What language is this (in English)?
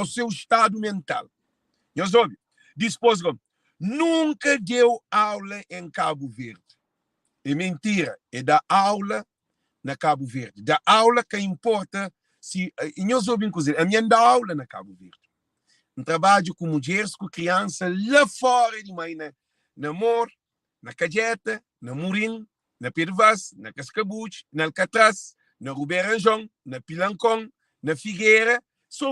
Kabuverdianu